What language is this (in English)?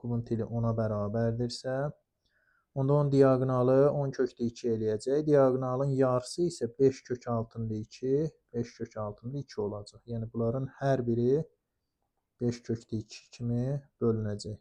Azerbaijani